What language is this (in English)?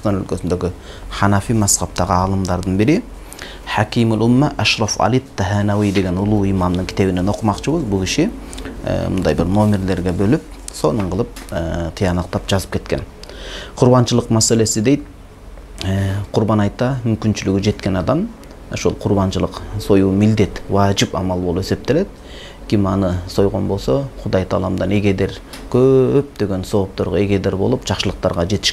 Kyrgyz